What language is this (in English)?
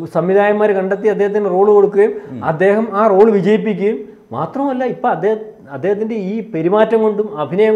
Malayalam